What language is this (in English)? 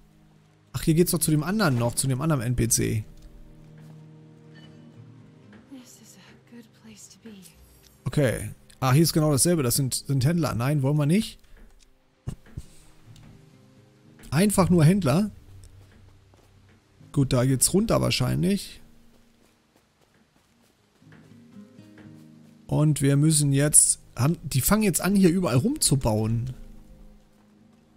German